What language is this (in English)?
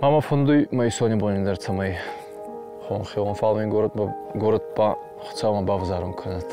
Ossetic